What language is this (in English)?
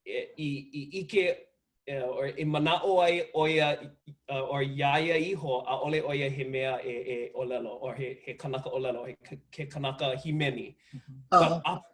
Hawaiian